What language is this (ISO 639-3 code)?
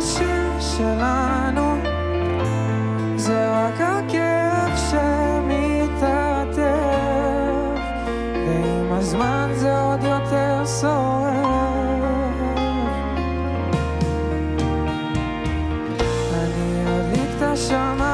heb